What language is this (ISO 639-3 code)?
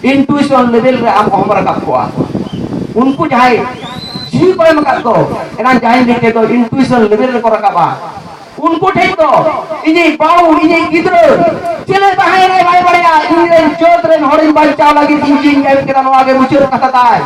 sat